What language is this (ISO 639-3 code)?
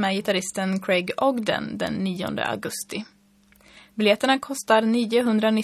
swe